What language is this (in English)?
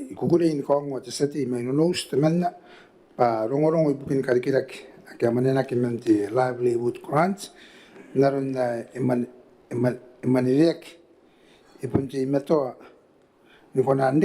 Gilbertese